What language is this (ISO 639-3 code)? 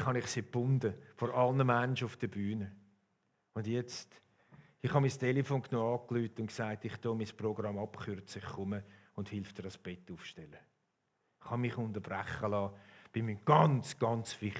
gsw